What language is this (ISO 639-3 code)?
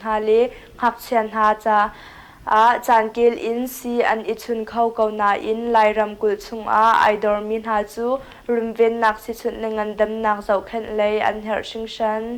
cnh